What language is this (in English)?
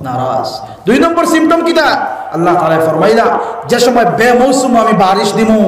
Sylheti